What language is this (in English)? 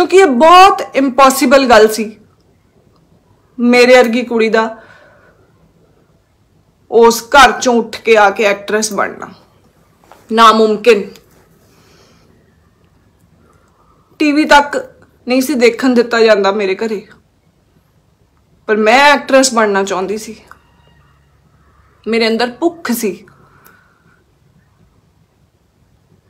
Punjabi